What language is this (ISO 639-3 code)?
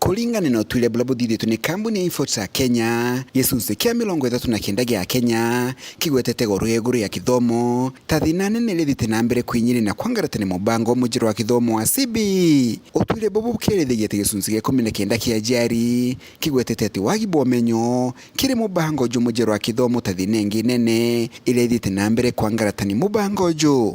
mer